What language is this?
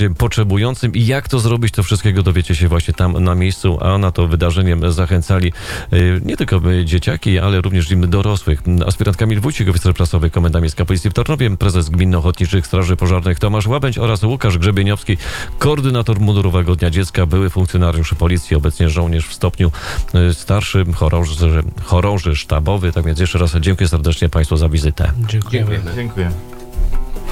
Polish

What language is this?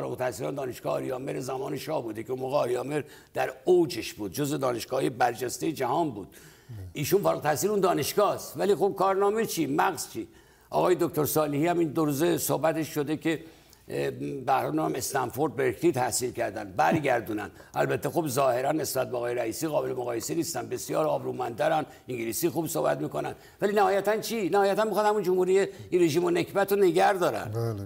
Persian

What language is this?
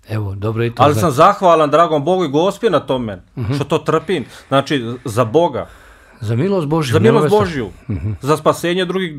Bosnian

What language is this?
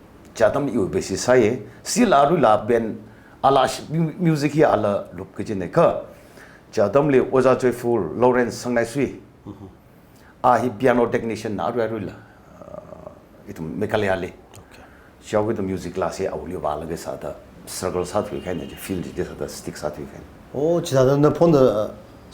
Tangkhul Naga (India)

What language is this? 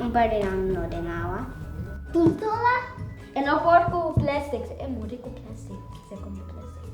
Papiamento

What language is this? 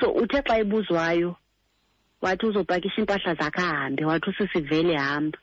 Xhosa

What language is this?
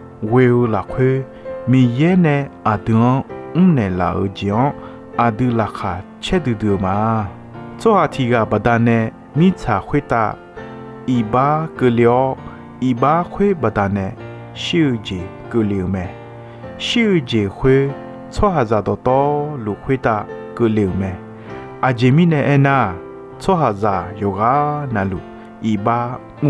Akha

